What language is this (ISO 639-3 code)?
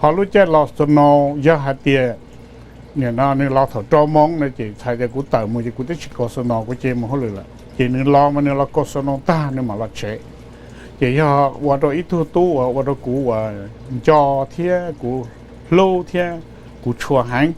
hmn